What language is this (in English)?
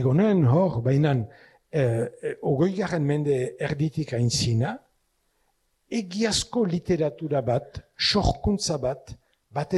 Basque